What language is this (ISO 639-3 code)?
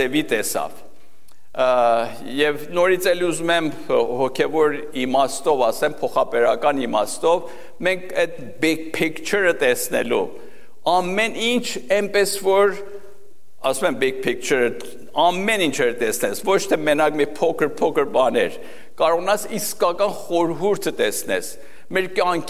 hye